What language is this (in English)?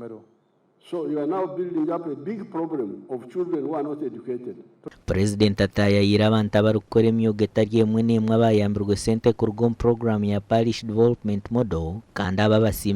Nyankole